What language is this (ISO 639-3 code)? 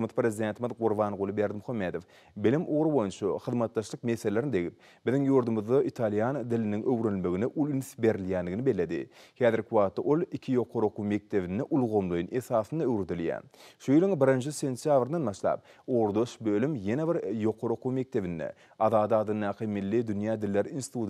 tuk